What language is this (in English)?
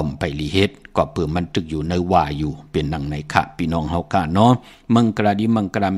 Shan